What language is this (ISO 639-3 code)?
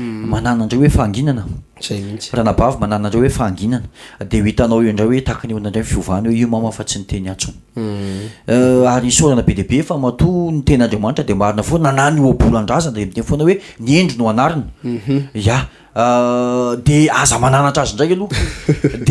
mlg